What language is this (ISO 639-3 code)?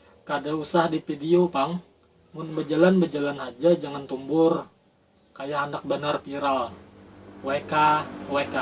bjn